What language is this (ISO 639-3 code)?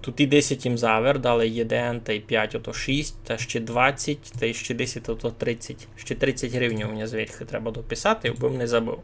rue